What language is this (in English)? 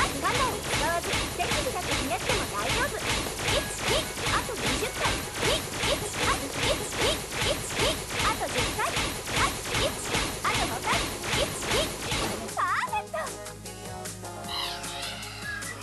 Japanese